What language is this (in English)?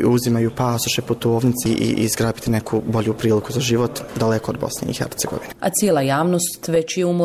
Bosnian